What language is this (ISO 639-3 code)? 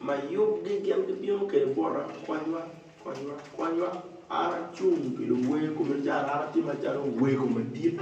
ach